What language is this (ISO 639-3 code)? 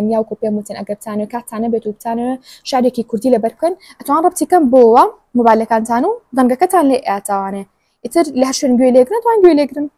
ckb